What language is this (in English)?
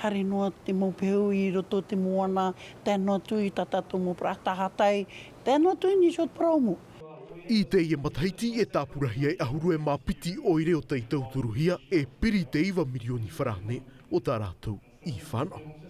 Tahitian